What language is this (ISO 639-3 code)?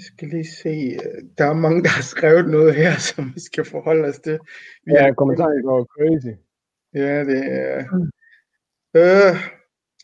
dan